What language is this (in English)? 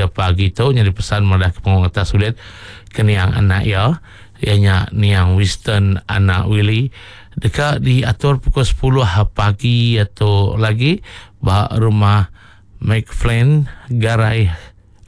Iban